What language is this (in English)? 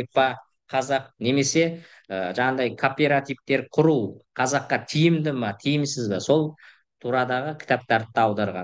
Kazakh